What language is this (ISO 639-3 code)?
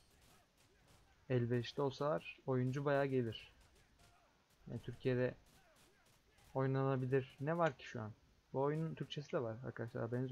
tur